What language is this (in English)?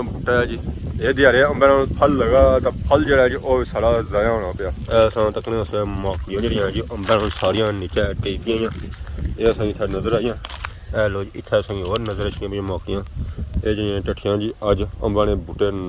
Pahari-Potwari